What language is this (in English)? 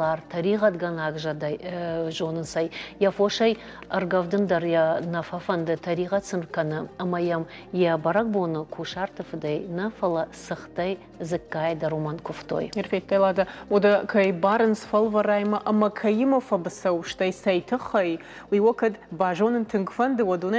Ossetic